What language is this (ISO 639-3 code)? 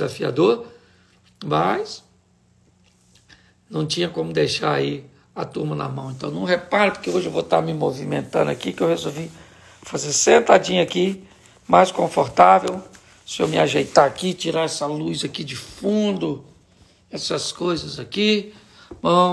por